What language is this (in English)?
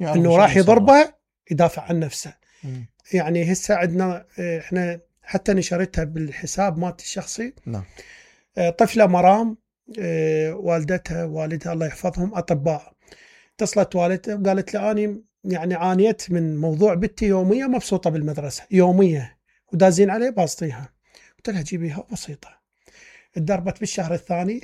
Mesopotamian Arabic